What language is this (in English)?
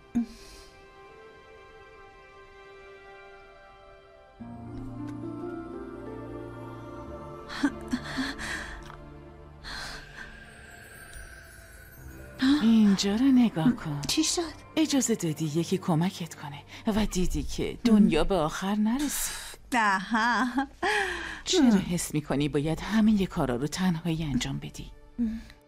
Persian